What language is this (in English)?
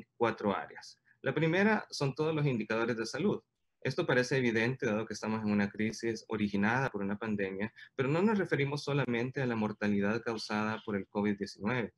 Spanish